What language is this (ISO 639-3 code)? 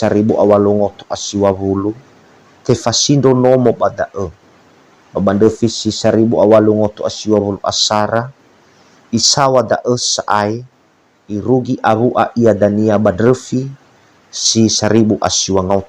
nia